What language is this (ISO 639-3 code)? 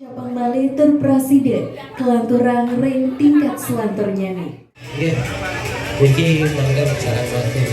ban